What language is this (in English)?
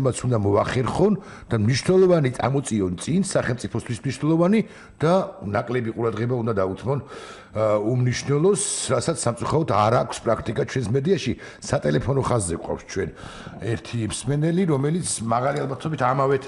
Georgian